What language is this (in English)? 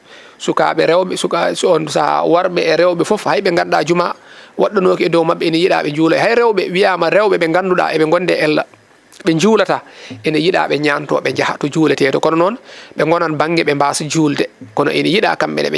Fula